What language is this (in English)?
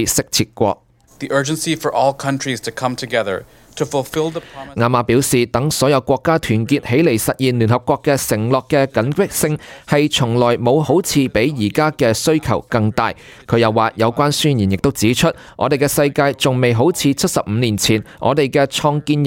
Cantonese